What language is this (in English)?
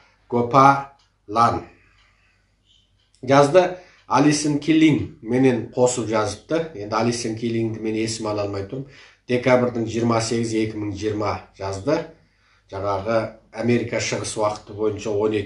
Kazakh